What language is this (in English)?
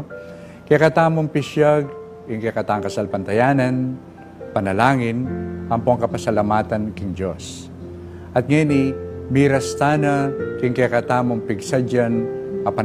Pampanga